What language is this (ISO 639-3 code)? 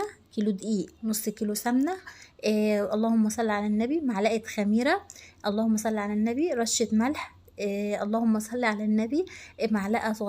arz